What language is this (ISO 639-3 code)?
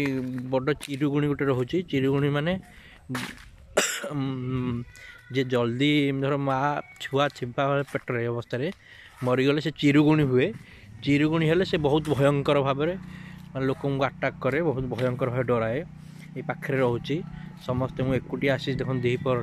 ori